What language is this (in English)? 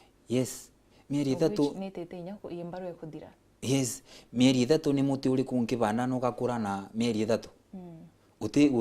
Meru